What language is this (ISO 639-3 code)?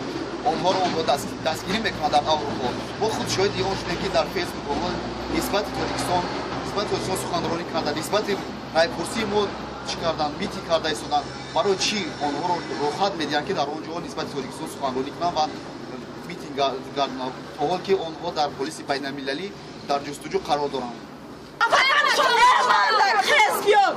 tgk